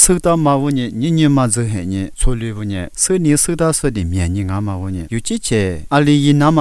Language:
Lisu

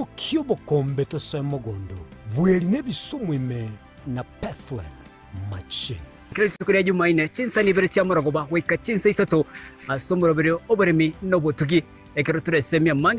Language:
Gusii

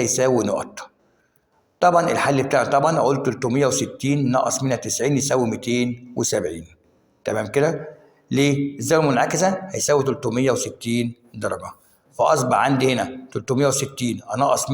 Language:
Egyptian Arabic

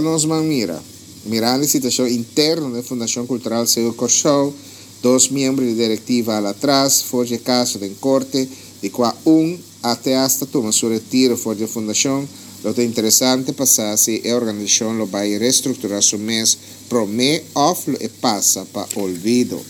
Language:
Papiamento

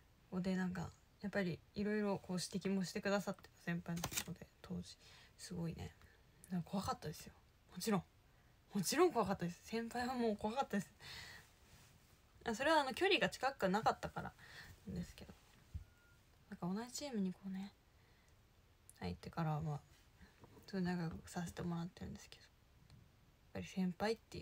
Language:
Japanese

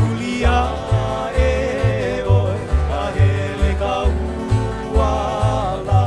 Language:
Hawaiian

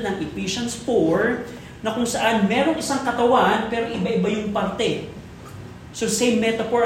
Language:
Filipino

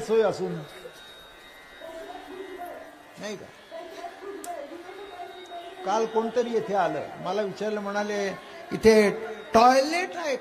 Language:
Marathi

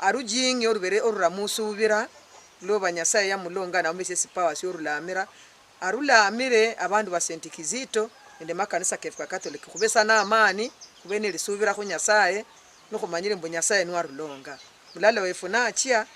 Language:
Luyia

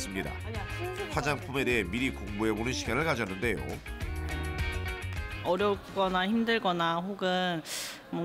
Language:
Korean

